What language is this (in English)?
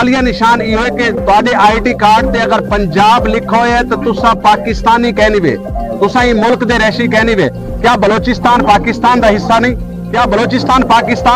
Saraiki